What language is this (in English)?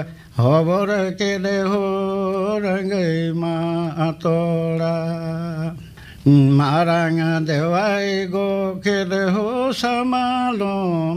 Santali